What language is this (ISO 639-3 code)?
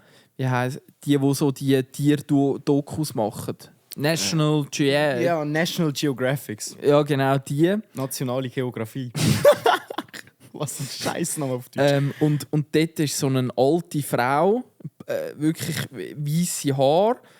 gsw